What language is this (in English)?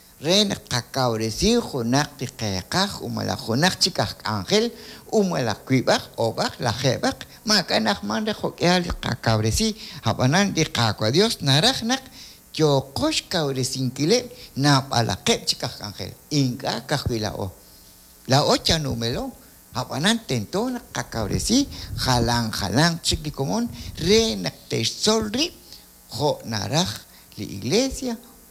Kekchí